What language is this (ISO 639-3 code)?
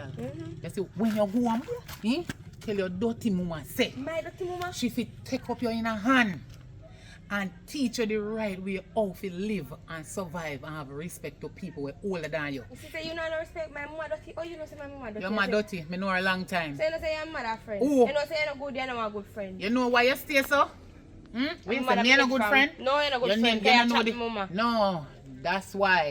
jam